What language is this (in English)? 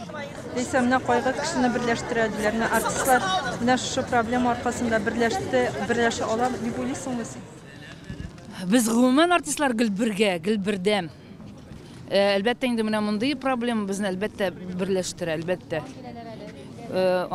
Tatar